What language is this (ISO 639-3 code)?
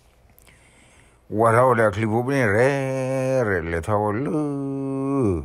ksw